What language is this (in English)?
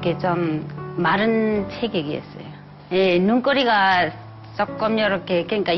Korean